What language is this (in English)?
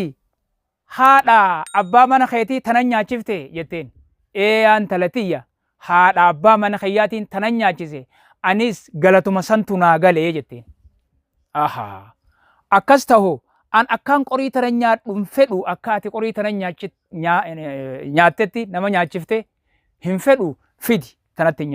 Oromo